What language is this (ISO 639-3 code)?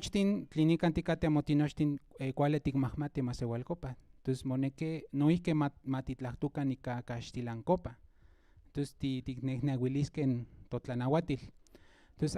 nhn